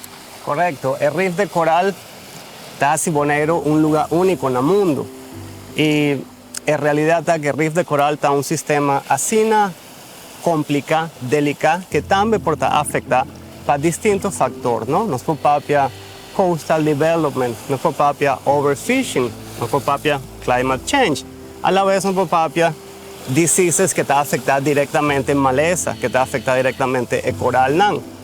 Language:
Papiamento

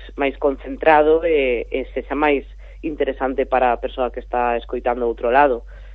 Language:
Galician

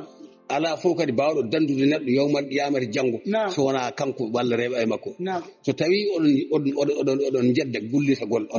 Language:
Fula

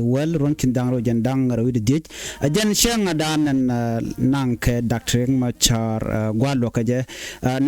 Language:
Nuer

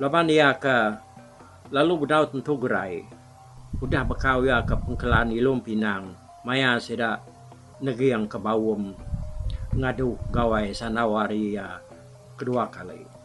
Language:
Iban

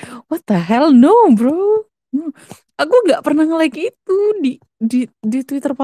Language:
Indonesian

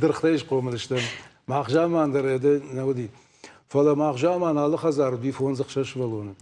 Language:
Ossetic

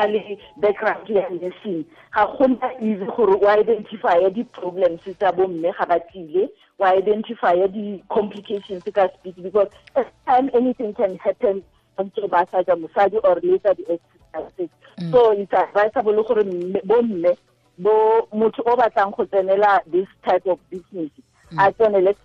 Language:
Tswana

